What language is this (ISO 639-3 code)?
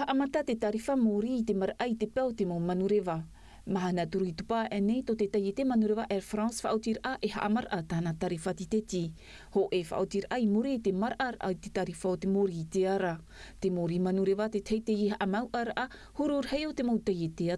tah